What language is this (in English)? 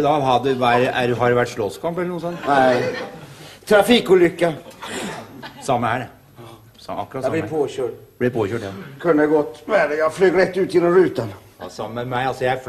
Norwegian